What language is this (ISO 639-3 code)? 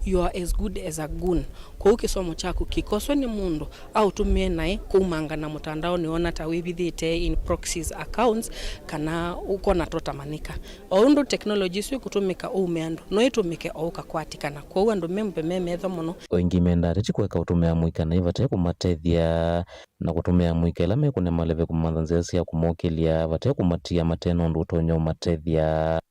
kam